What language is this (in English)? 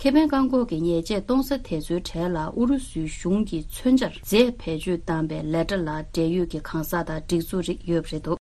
Tibetan